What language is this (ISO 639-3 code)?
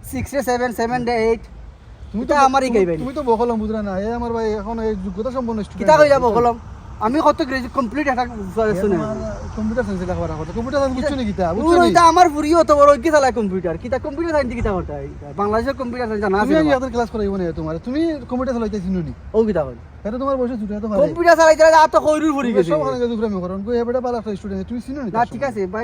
syl